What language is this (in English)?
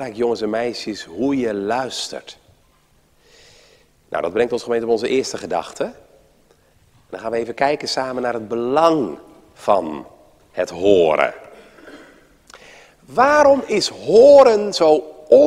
Dutch